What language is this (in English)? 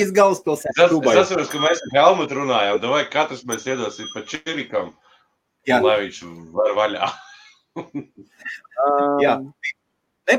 Latvian